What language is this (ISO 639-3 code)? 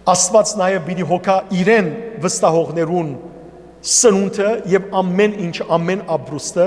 hyw